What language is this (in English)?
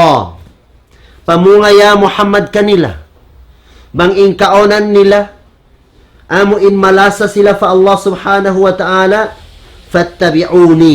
Tausug